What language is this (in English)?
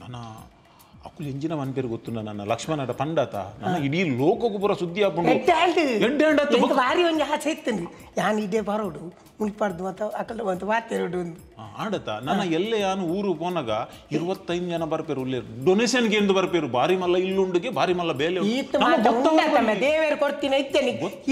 Tulu